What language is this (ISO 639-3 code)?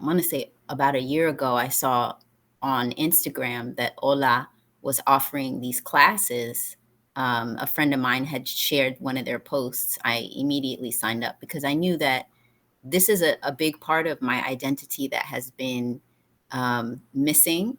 eng